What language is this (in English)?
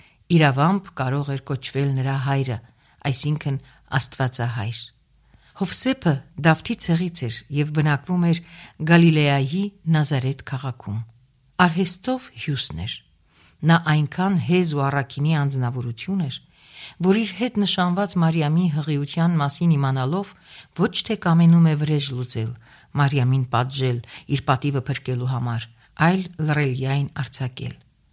Armenian